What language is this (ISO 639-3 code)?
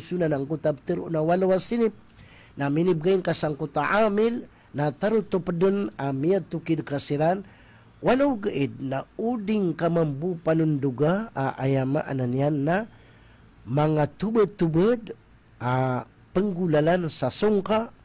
mrw